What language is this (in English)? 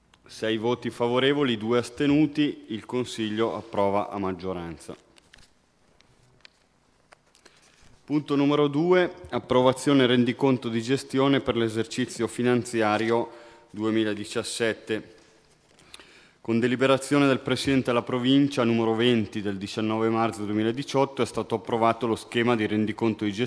Italian